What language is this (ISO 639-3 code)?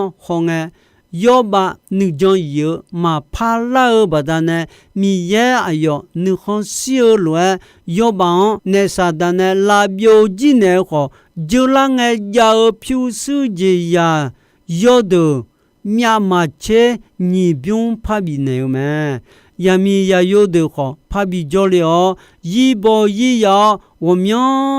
ahk